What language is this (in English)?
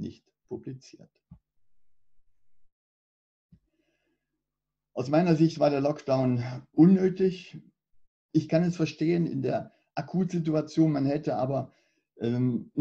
German